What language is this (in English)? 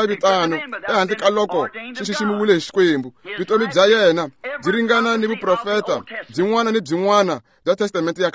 Tsonga